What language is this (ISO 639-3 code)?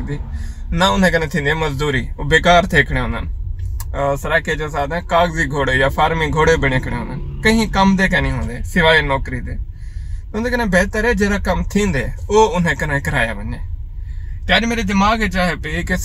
skr